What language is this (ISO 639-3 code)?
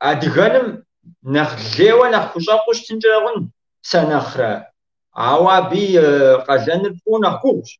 kbd